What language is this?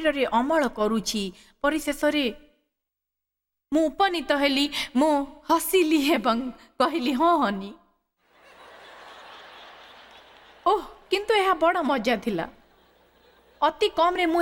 Odia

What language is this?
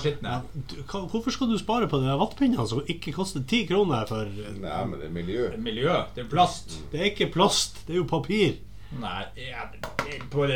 Norwegian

